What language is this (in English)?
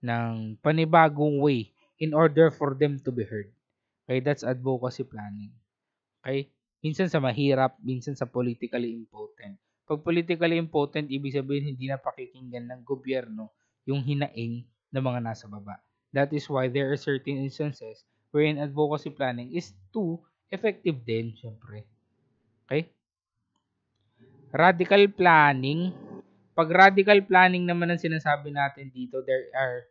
Filipino